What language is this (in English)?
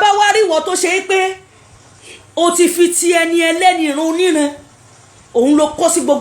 Yoruba